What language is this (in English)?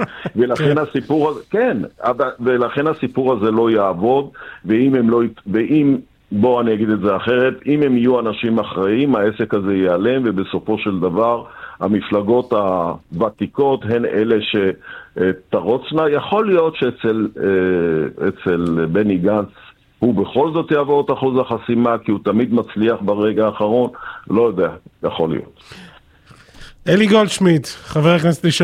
Hebrew